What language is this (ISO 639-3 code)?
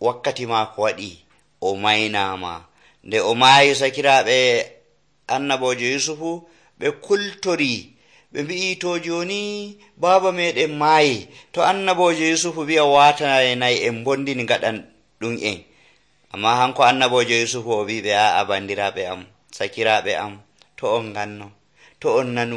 fuv